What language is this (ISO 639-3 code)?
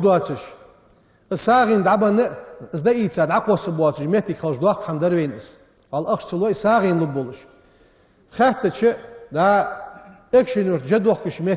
inh